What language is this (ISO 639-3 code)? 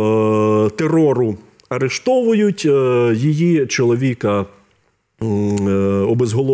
ukr